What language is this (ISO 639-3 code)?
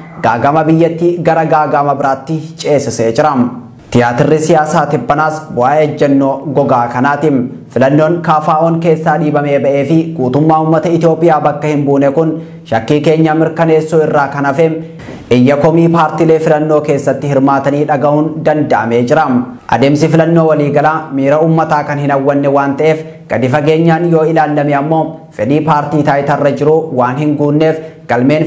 orm